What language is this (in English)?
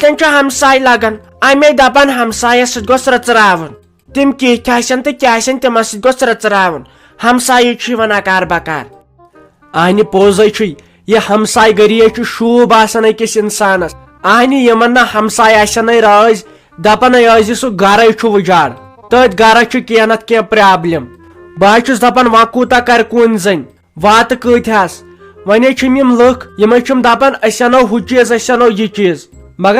Kashmiri